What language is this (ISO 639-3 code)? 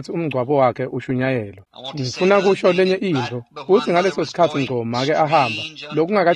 ssw